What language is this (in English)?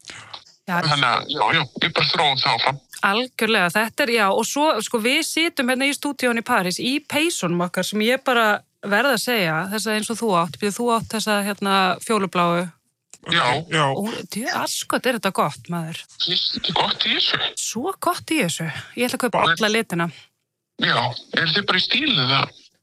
Icelandic